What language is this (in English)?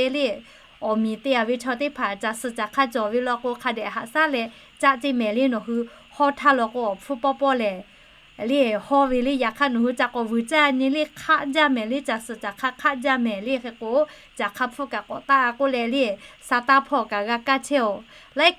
Lahu